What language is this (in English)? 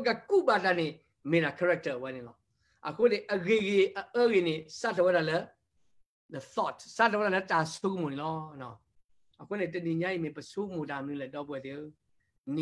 S'gaw Karen